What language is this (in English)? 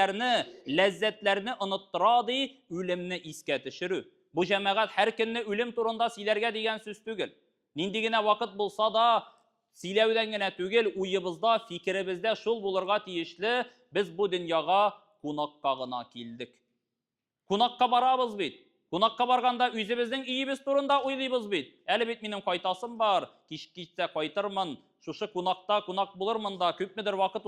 Tatar